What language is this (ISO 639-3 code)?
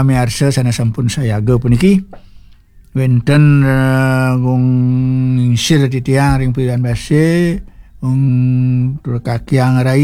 ban